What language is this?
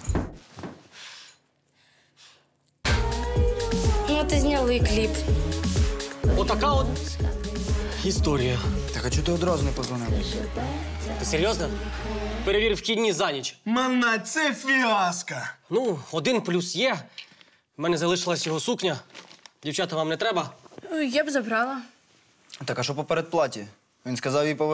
Ukrainian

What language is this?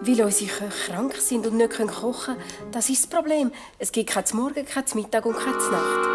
Swiss German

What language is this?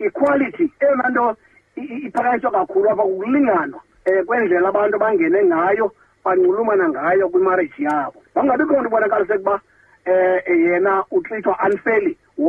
Xhosa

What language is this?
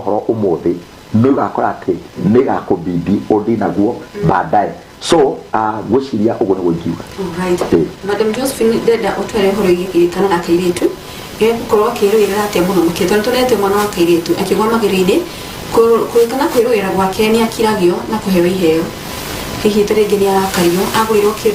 Kikuyu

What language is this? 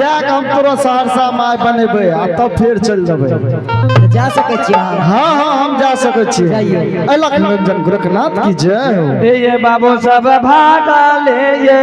Angika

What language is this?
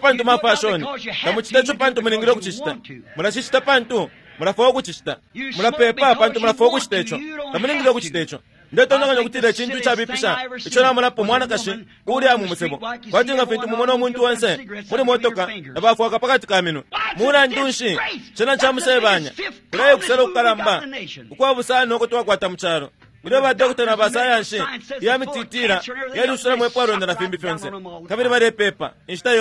Bemba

